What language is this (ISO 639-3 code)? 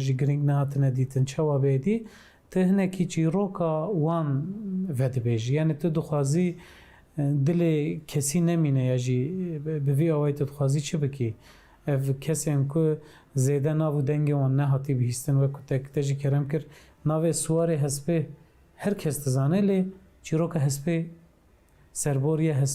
kur